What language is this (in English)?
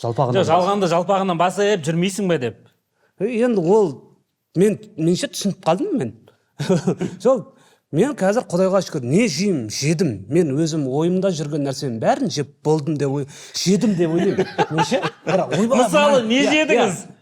Kazakh